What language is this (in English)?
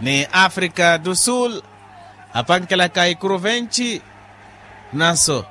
Makhuwa